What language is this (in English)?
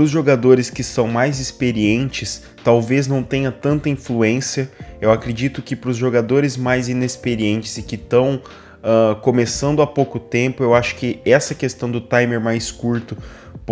Portuguese